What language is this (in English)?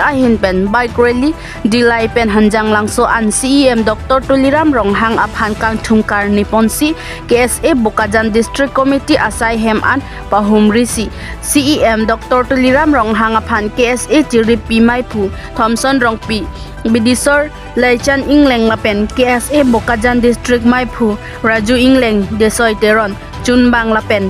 Karbi